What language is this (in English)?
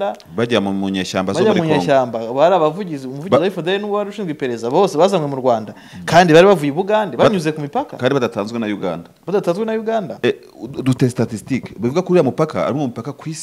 Kinyarwanda